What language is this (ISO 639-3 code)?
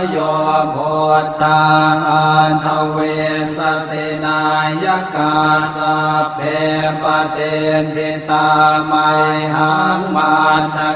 pli